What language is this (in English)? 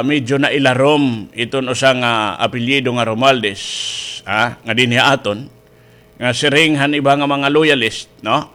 Waray